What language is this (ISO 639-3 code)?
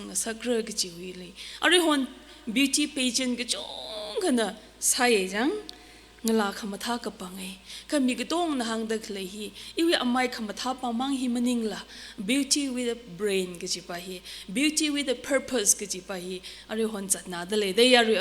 nmf